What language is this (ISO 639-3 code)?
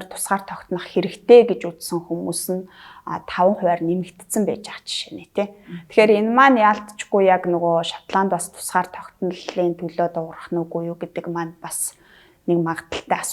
mon